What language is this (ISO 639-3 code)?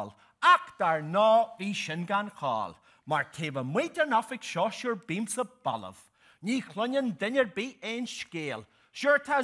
gle